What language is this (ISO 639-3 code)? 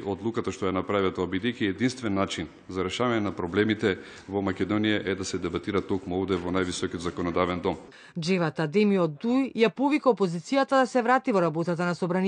mkd